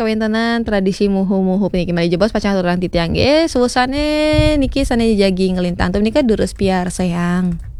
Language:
Balinese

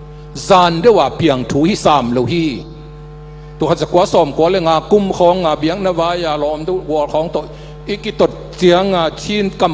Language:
Tedim Chin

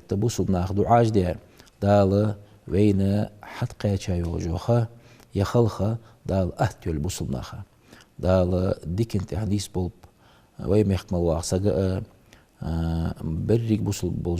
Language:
Ingush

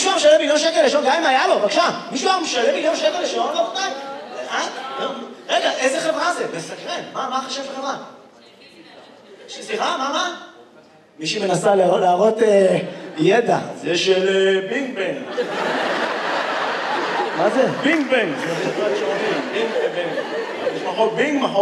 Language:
Hebrew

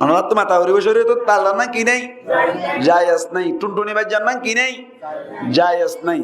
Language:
Rohingya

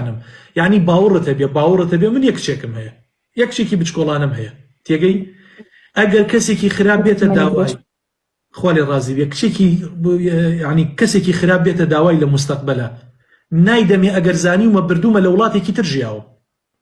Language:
Central Kurdish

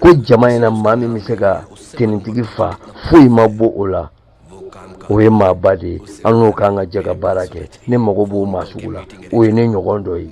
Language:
Bambara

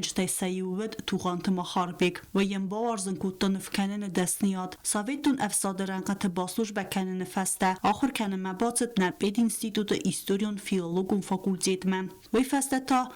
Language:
Ossetic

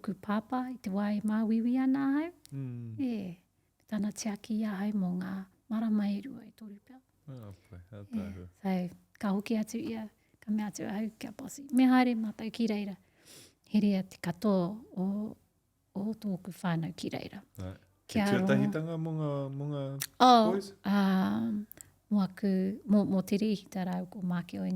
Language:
Māori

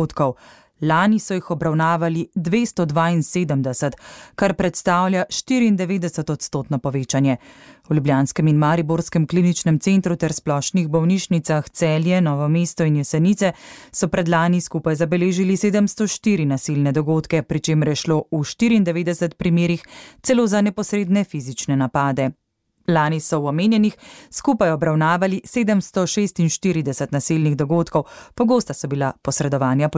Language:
Slovenian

